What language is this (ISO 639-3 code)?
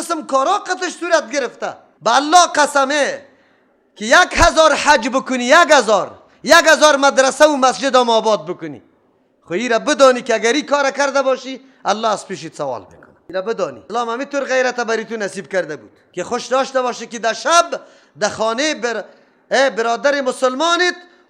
fas